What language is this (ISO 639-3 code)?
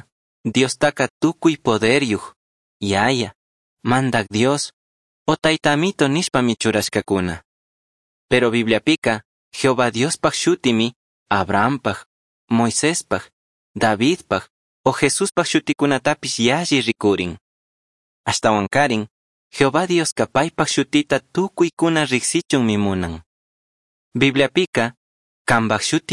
qug